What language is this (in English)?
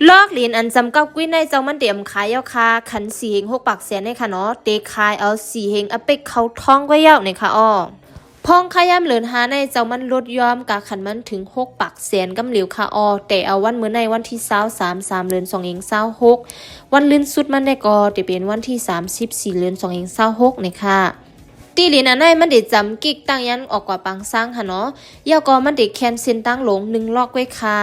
Shan